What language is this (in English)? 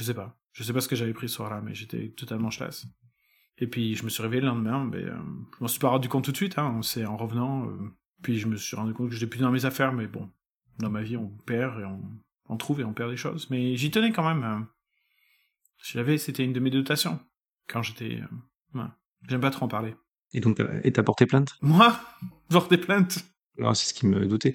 French